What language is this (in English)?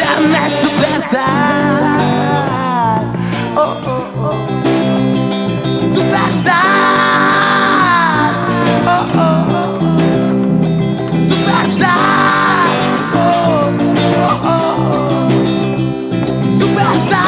Hungarian